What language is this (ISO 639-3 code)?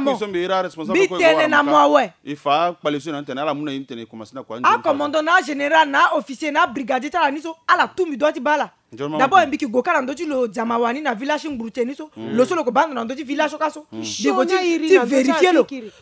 sag